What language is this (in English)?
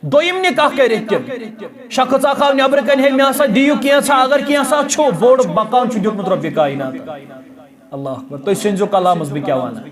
Kashmiri